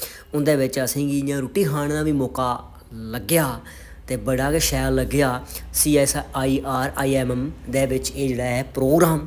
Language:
Dogri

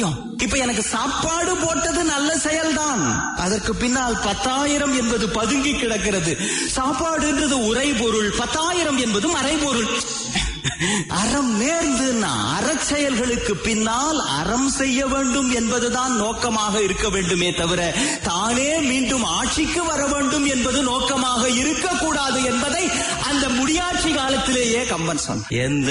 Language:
Tamil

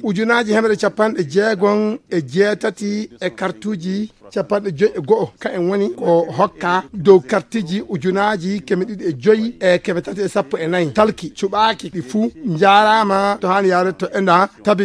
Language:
Fula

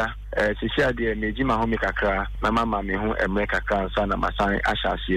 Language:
Akan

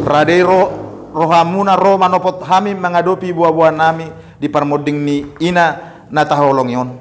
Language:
Batak Toba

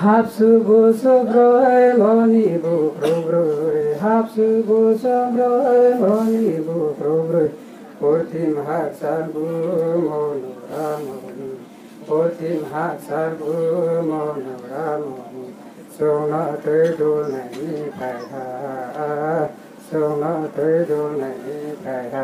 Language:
Riang (India)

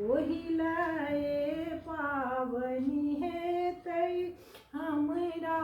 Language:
Maithili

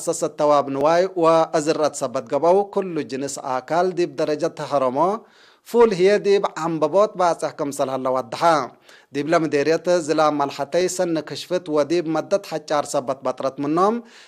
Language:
Tigre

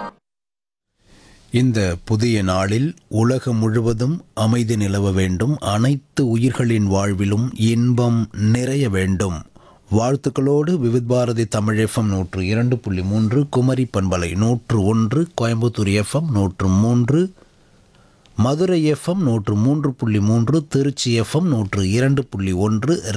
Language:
Tamil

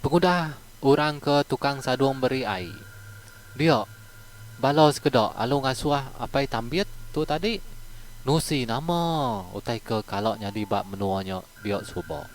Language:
Iban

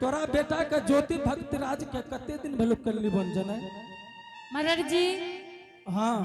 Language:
Angika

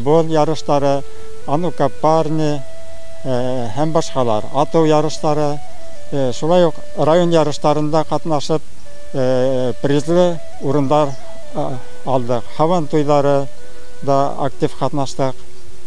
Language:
Bashkir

